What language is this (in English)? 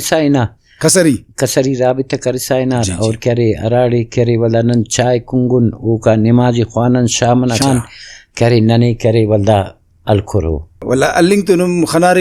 Brahui